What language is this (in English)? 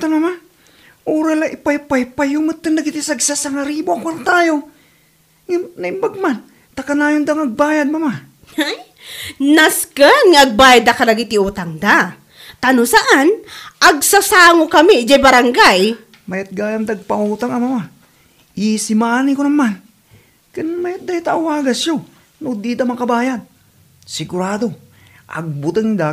Iloko